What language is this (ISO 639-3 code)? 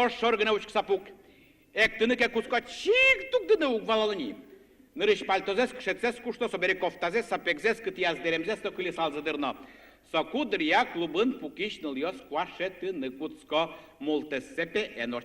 udm